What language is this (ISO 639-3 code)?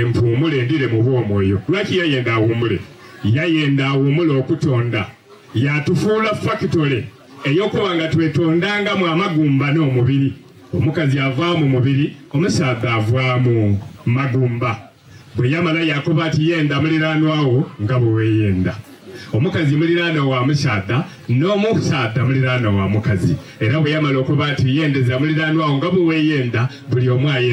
xog